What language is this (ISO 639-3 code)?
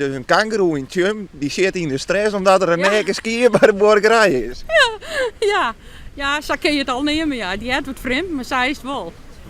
fry